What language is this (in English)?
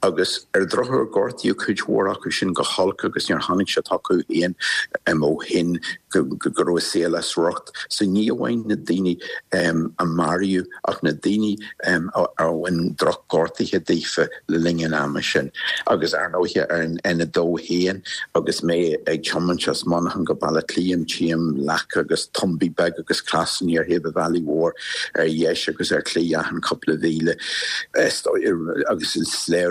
Irish